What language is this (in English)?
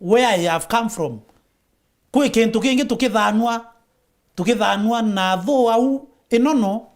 Meru